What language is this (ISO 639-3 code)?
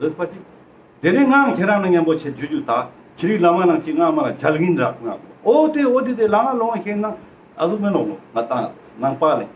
lbj